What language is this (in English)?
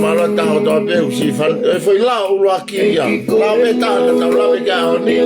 Tongan